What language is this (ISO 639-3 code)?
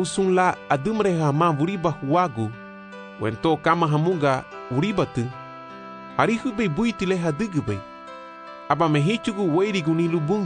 cab